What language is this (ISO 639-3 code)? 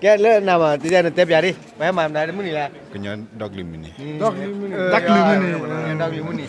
ksw